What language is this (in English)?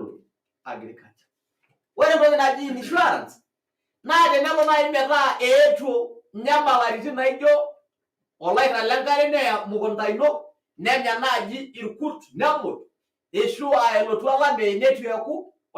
Masai